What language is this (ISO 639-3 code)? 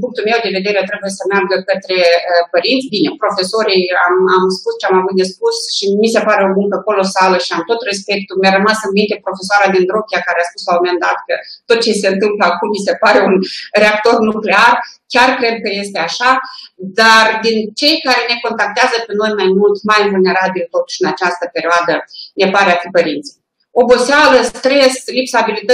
ron